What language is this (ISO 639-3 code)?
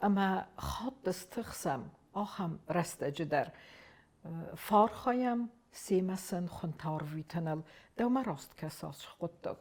oss